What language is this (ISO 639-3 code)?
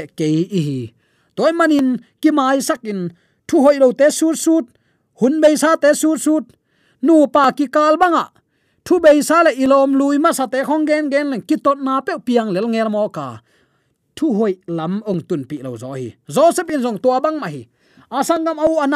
ctd